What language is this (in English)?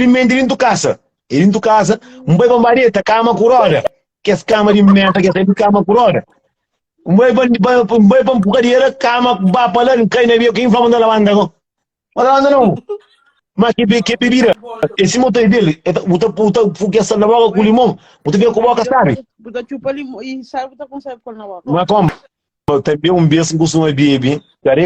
Kabuverdianu